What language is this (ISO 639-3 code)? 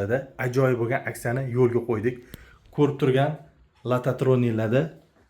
uzb